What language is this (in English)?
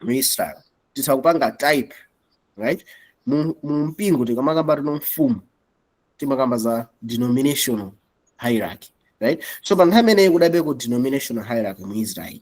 Nyanja